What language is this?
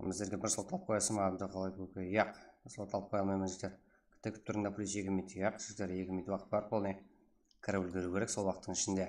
Kara-Kalpak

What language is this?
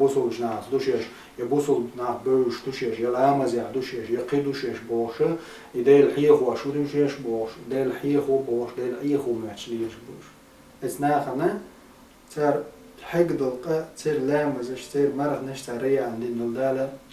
Chechen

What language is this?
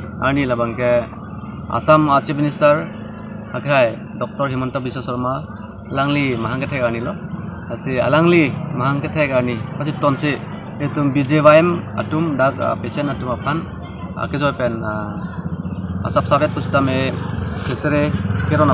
Karbi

